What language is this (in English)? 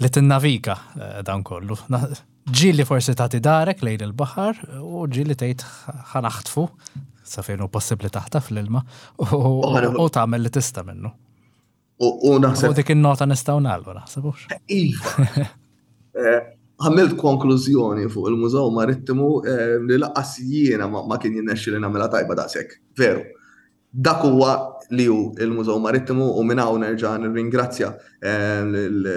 Maltese